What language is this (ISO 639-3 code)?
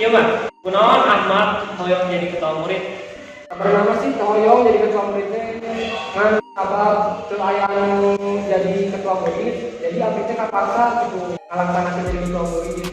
sun